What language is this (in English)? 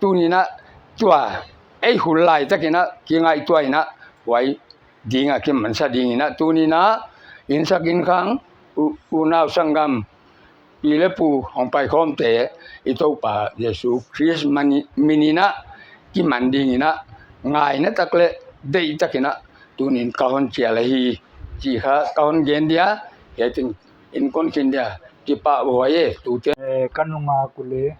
Paite Chin